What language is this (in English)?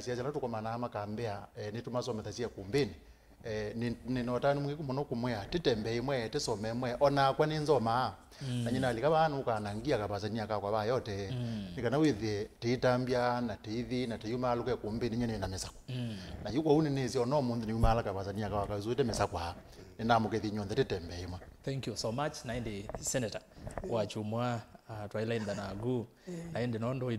Kamba